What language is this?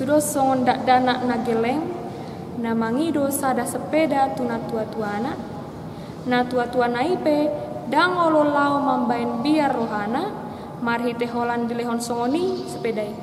Batak Toba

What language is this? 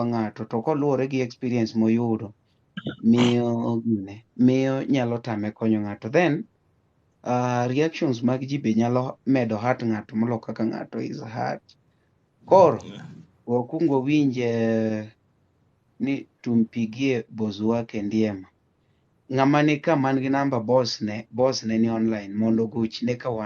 Luo (Kenya and Tanzania)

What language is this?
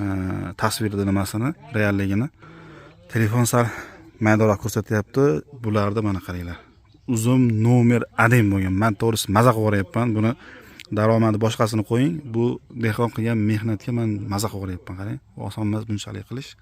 Uzbek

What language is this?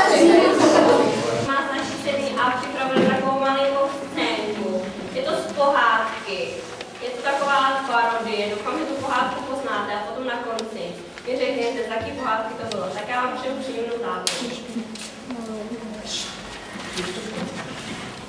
Czech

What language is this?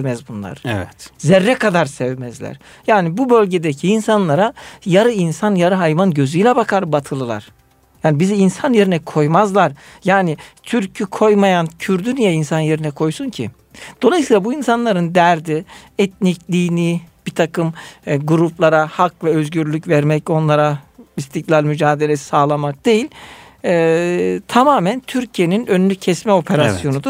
Turkish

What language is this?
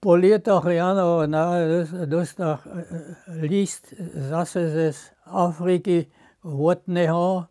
Upper Sorbian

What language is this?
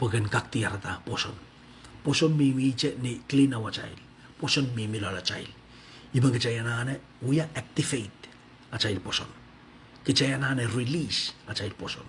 Pohnpeian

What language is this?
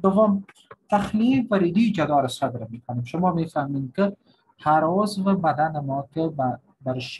Persian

